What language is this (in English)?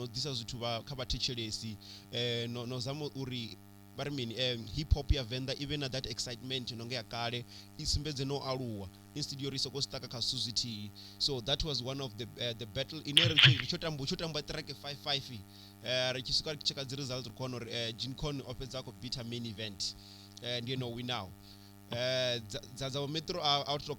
Venda